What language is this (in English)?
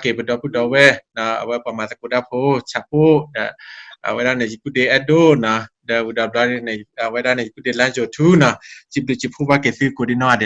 S'gaw Karen